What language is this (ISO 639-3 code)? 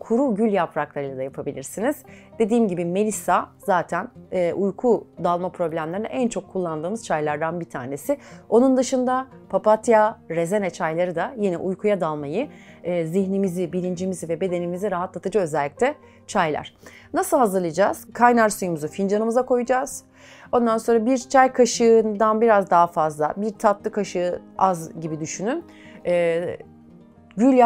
tur